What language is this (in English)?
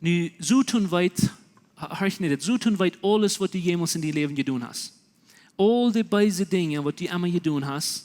Plautdietsch